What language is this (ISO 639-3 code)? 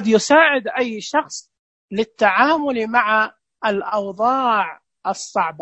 ars